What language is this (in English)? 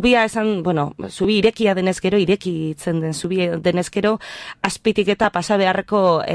Basque